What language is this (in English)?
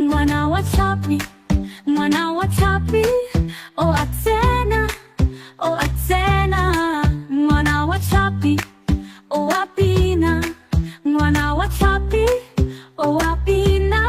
Tswana